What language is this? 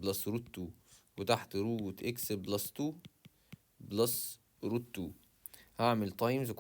Egyptian Arabic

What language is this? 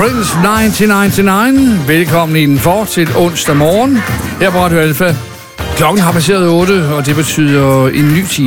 Danish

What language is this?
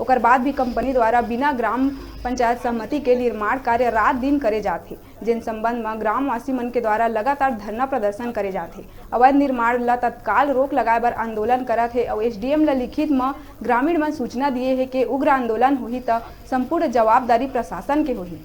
Chhattisgarhi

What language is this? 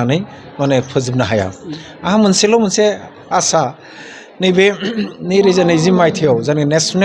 Bodo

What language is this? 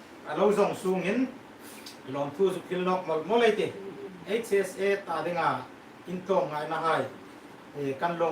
Hmar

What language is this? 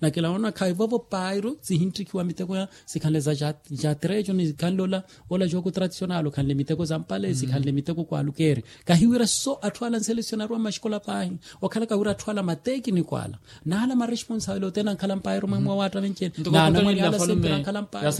Makhuwa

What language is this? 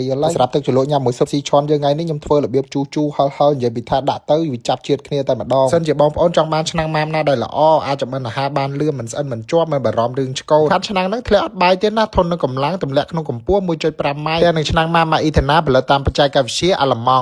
Khmer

